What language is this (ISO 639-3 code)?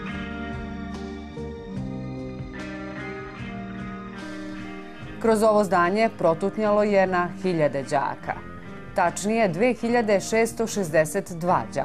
srp